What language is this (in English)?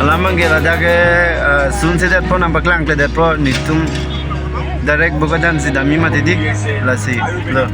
Karbi